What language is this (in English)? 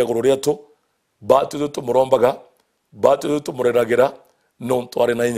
Meru